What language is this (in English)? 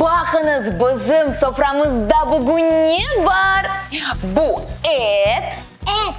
Crimean Tatar